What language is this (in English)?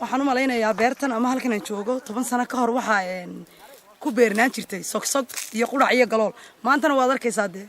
Somali